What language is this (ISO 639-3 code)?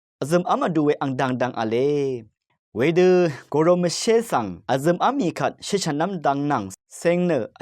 raw